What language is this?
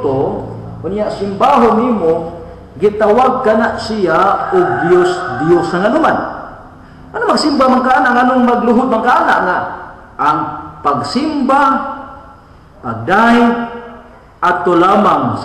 Cebuano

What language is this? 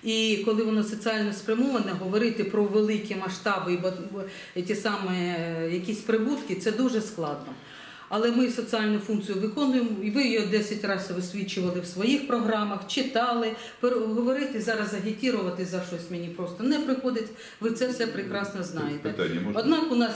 Ukrainian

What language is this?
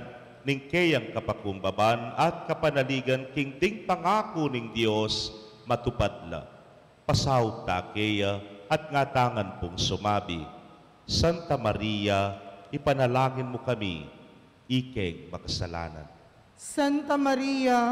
Pampanga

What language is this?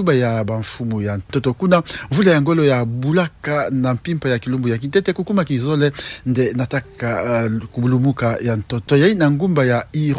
Kituba (Democratic Republic of Congo)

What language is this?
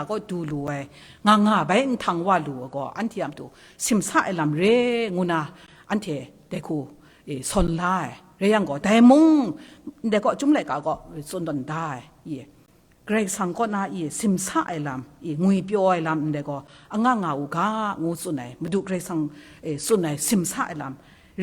Kachin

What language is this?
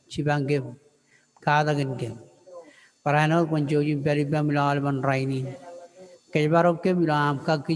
Marshallese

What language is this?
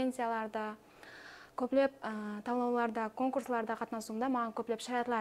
Kara-Kalpak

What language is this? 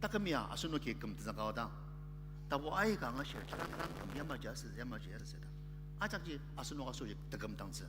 Ao Naga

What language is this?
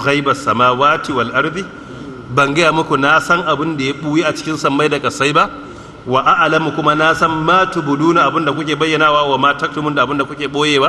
Hausa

